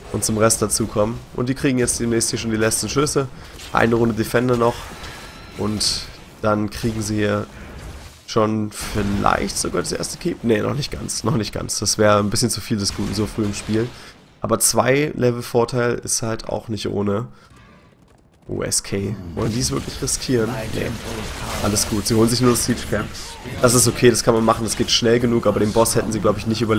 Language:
German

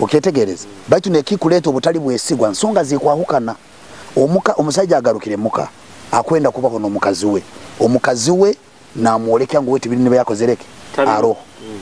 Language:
Nyoro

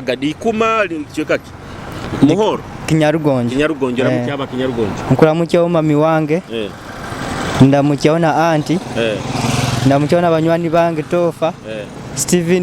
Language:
Nyoro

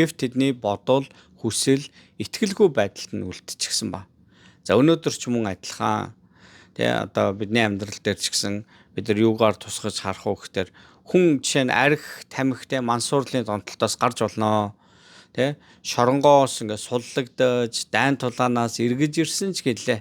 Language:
Mongolian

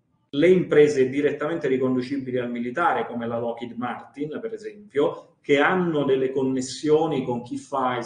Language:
Italian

